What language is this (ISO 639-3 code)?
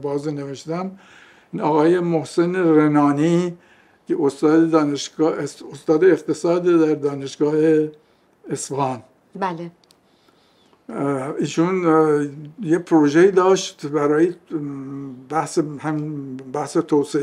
fas